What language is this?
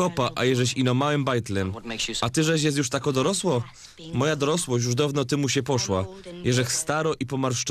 Silesian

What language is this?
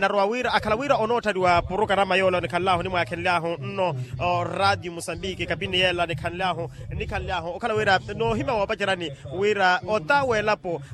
Makhuwa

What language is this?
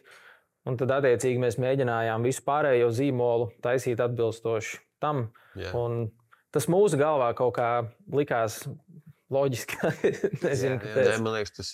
Latvian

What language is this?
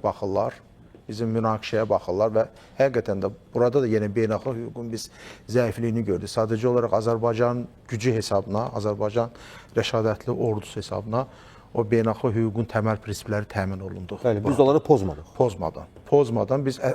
Azerbaijani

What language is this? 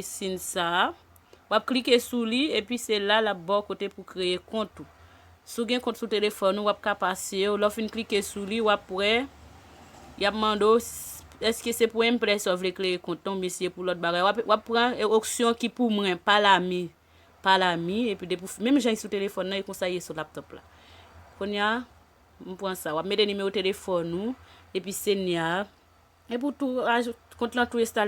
Haitian Creole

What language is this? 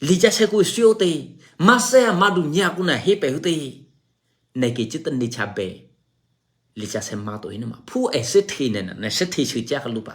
Eastern Kayah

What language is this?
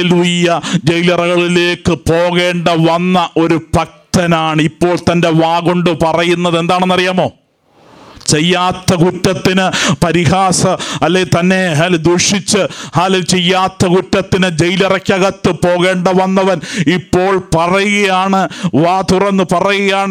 Malayalam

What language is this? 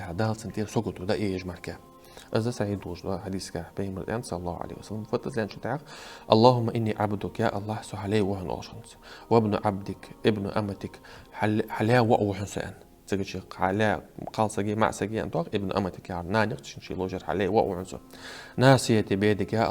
Ingush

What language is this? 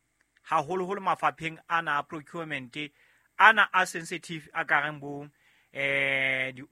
Southern Sotho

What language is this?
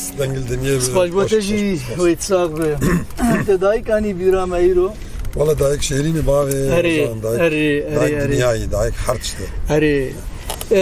Kurdish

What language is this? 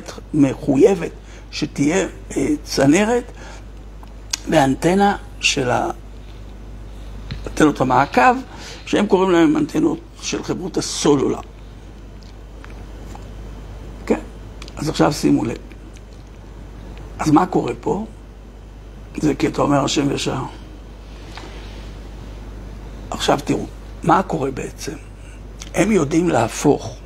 Hebrew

